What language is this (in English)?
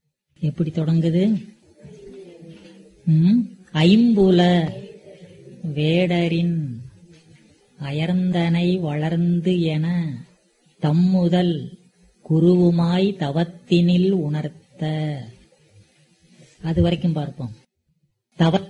Tamil